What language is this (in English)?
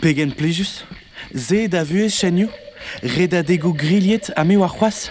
Breton